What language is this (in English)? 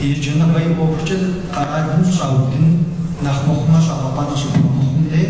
Kabardian